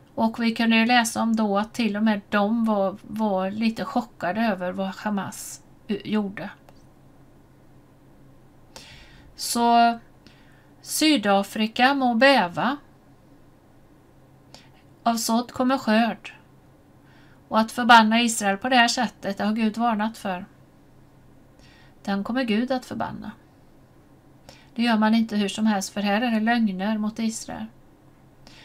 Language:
Swedish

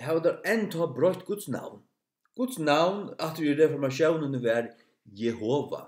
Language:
Faroese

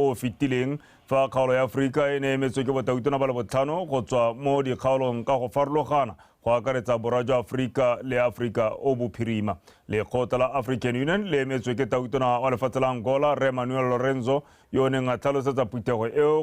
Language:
Tswana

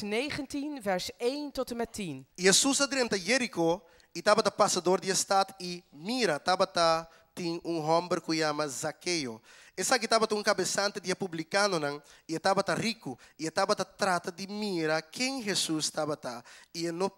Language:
Papiamento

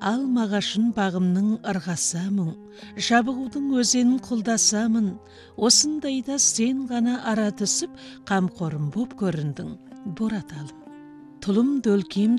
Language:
Kazakh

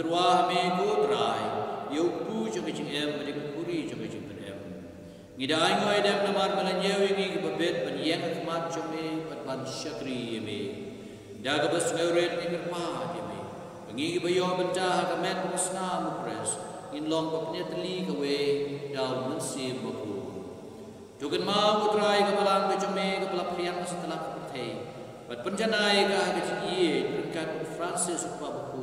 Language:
Khasi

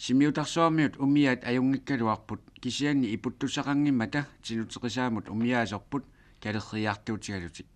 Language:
Kalaallisut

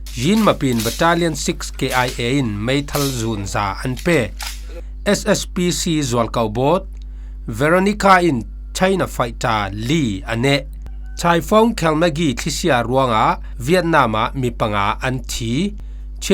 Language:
Falam Chin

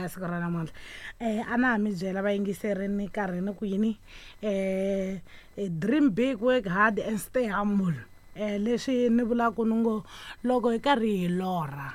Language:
Tsonga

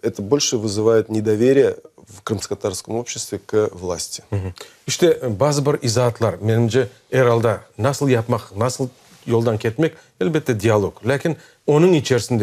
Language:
Crimean Tatar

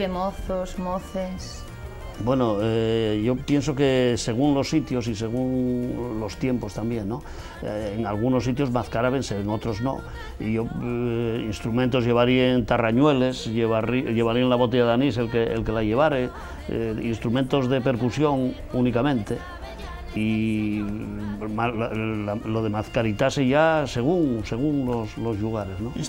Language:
Asturian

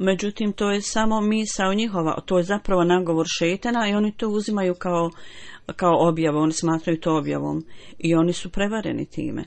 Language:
Bosnian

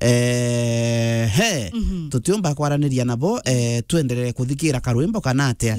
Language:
Meru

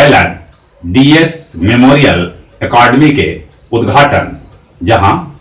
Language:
Magahi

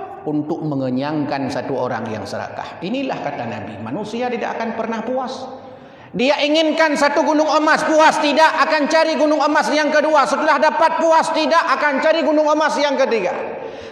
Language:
Achinese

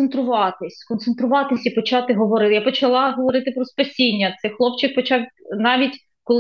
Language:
Ukrainian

